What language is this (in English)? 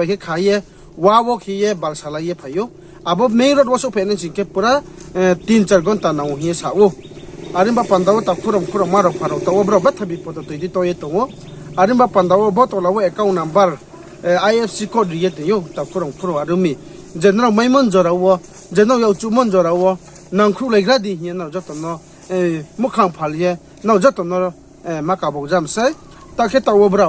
Riang (India)